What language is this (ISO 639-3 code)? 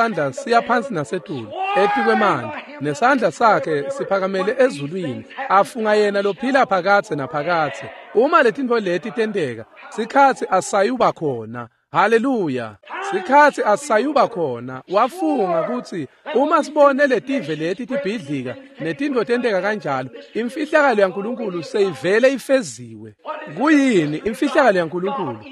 ssw